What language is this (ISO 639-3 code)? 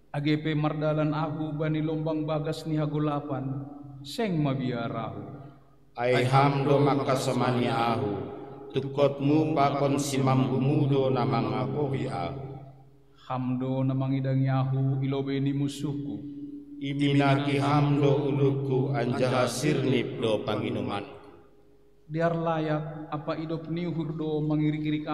bts